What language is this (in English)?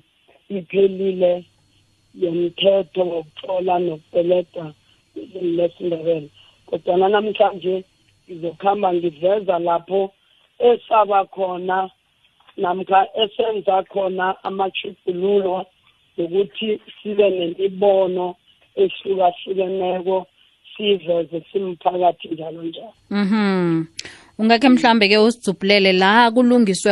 South Ndebele